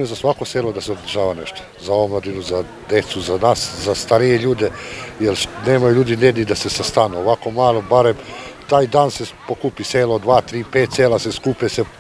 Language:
Serbian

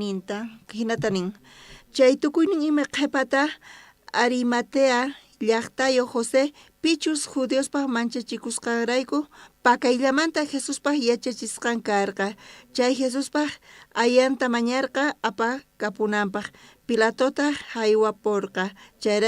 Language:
South Bolivian Quechua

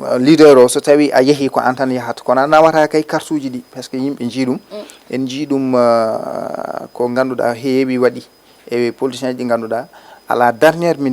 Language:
Fula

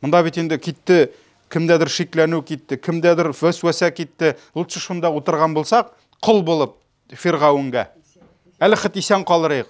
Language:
Tatar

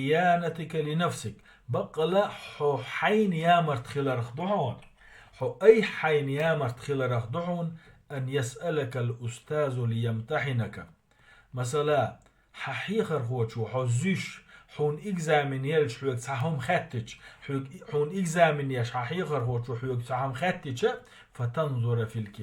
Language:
Chechen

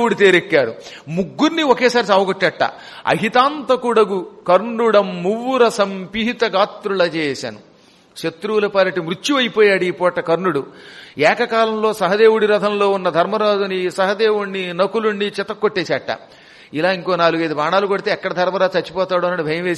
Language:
Telugu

